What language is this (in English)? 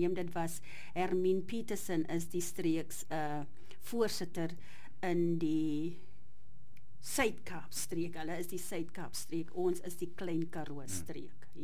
Afrikaans